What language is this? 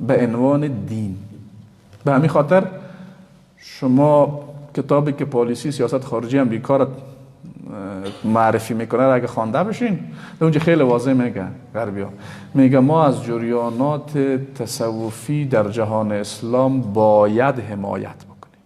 Persian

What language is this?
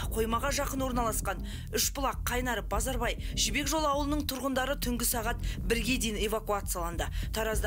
Kazakh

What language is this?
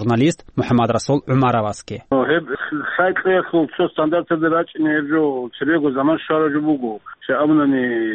Avaric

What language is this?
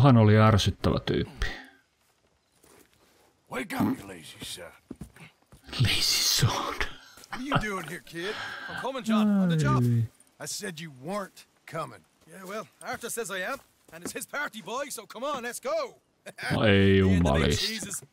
Finnish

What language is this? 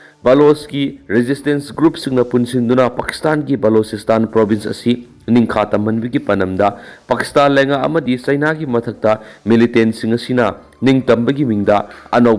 Manipuri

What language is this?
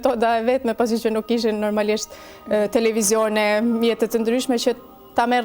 Albanian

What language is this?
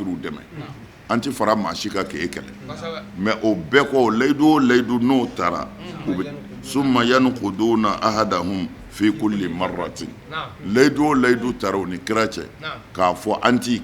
Bambara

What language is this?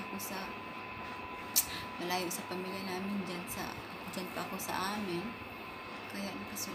Filipino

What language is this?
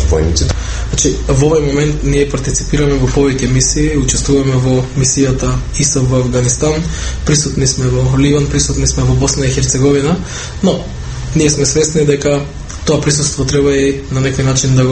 Macedonian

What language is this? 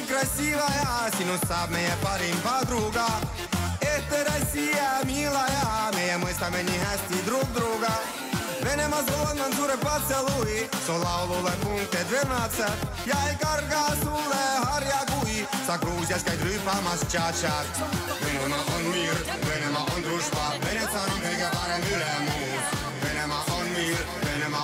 Estonian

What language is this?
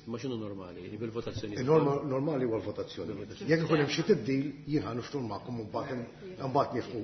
Maltese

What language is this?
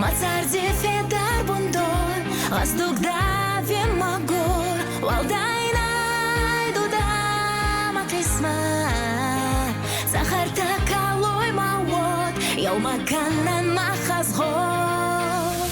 Ossetic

